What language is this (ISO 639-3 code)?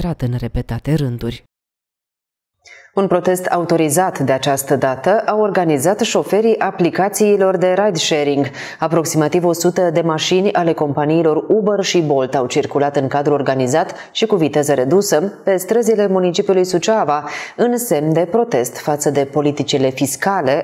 ron